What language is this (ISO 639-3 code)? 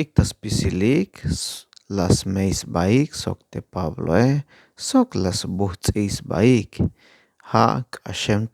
tzh